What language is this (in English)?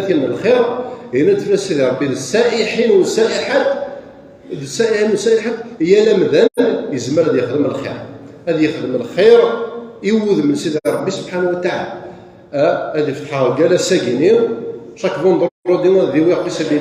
Kabyle